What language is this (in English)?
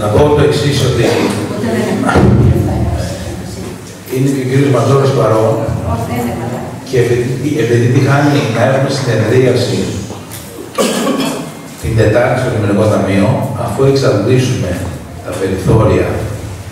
Greek